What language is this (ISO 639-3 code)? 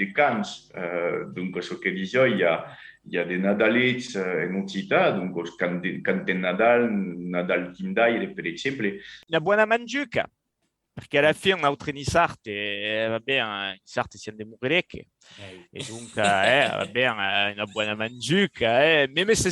oci